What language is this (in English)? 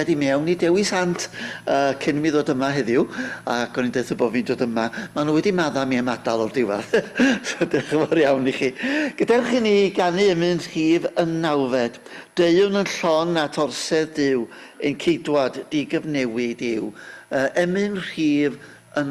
Welsh